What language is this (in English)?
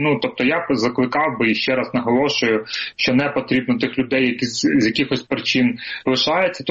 Ukrainian